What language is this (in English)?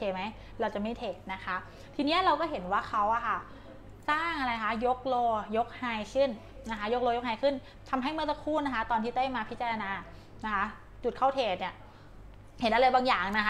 Thai